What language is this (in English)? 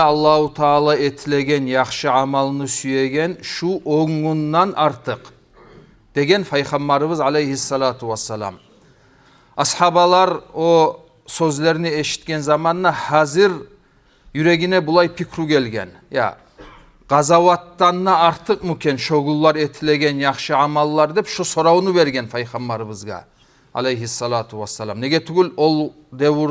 Kumyk